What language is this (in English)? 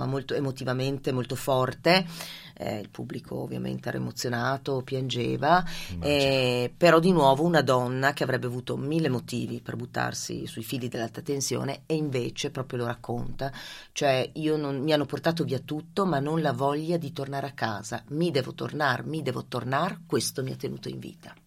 Italian